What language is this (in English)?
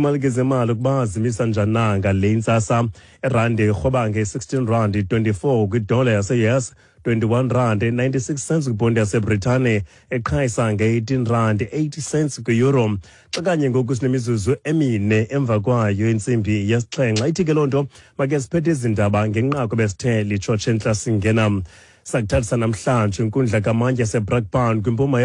Xhosa